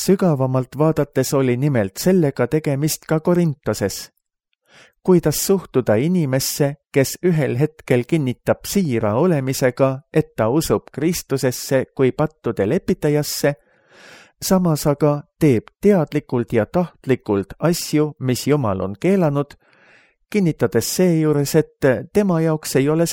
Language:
Estonian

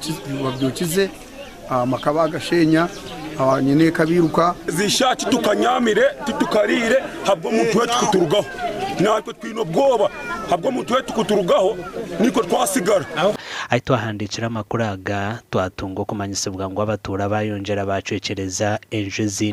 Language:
Nyankole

